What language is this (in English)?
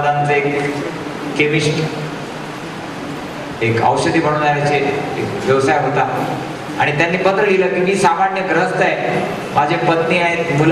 Marathi